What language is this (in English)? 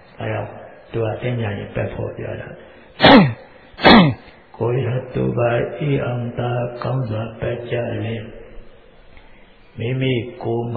Burmese